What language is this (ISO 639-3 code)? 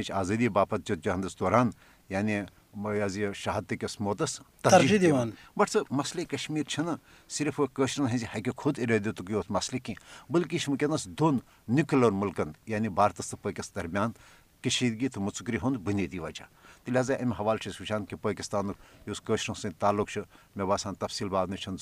kas